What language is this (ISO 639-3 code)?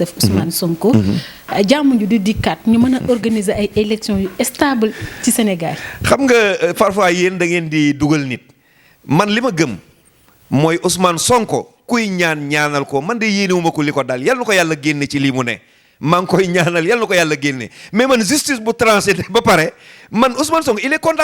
wol